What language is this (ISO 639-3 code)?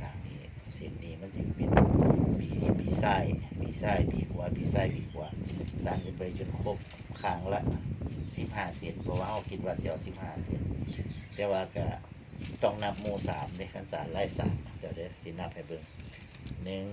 tts